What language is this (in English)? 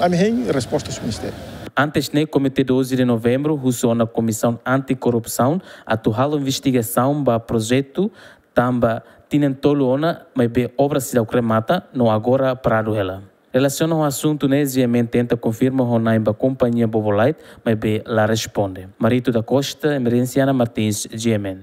Tetum